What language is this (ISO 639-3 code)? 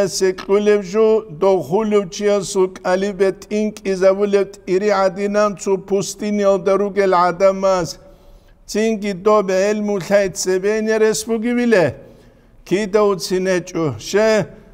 ava